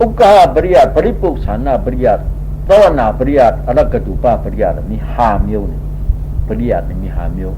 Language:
Shan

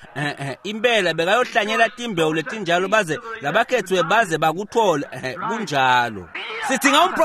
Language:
Swati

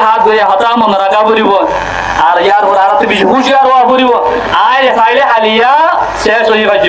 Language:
Rohingya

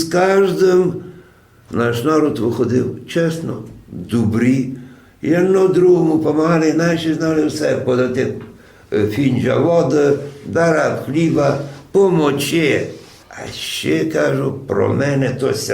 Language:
Rusyn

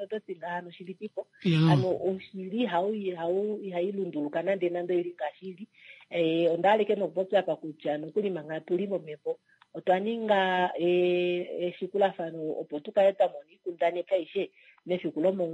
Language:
Kuanyama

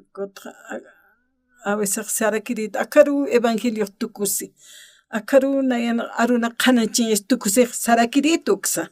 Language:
Aymara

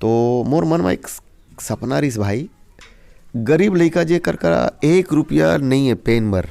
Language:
Chhattisgarhi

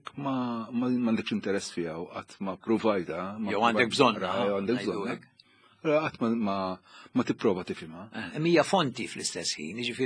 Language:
Maltese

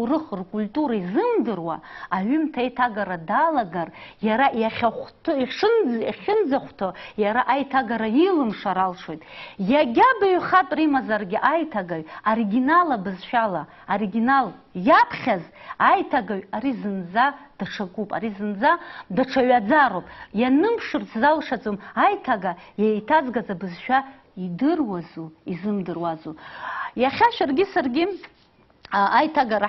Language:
Abkhazian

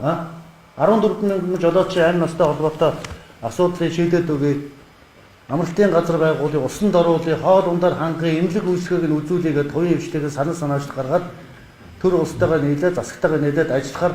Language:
Mongolian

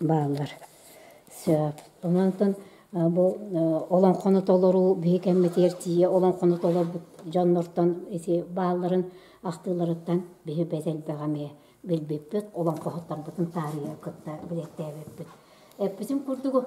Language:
Yakut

